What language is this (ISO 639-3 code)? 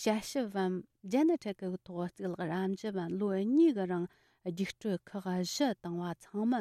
bod